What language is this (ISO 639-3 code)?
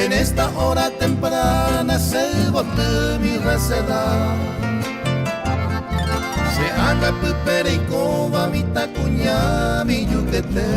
grn